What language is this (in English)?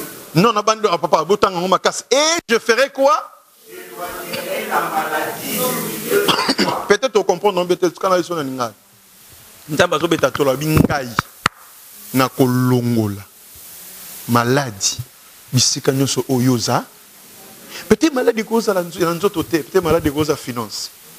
French